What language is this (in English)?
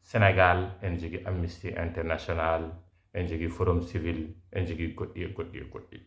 Fula